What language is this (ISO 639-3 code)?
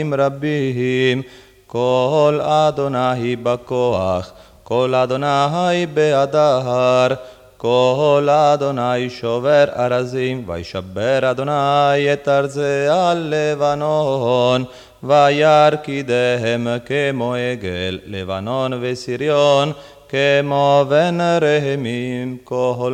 heb